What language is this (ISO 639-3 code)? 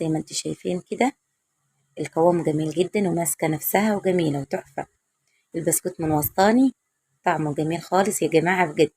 arz